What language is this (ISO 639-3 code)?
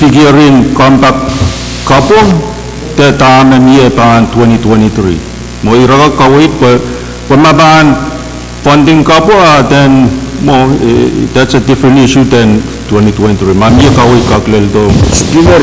pon